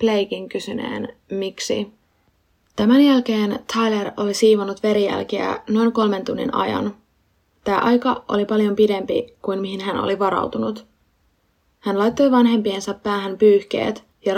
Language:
Finnish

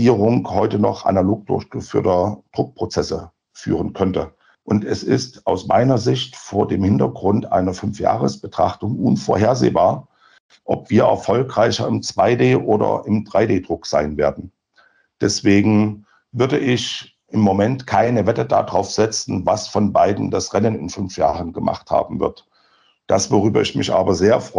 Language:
German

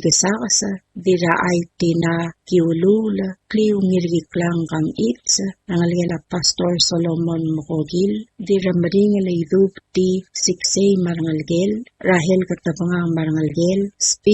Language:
Palauan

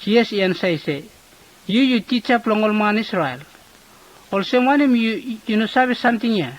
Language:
Bislama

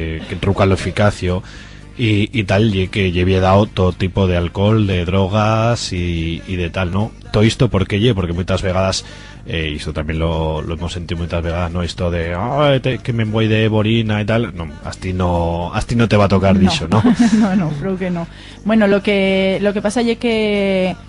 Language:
Aragonese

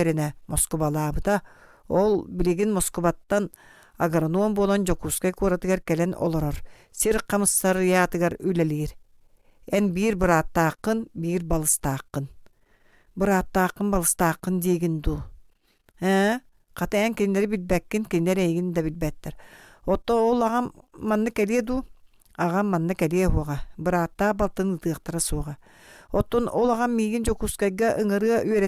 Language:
Yakut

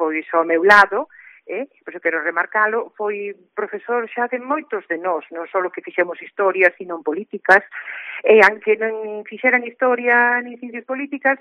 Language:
Galician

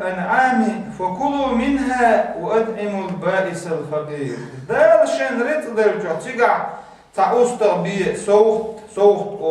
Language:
Chechen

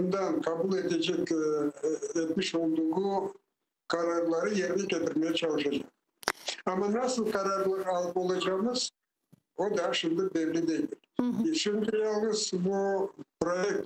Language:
Crimean Tatar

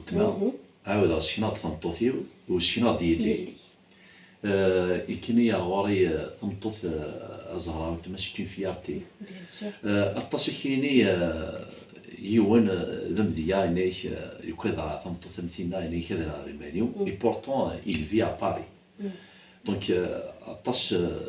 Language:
Kabyle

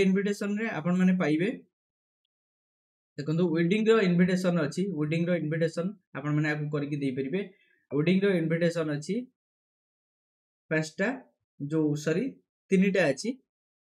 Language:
Odia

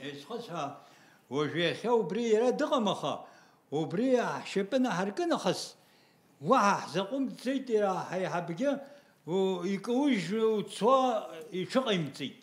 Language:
Abkhazian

